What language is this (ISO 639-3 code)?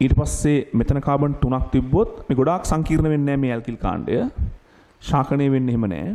sin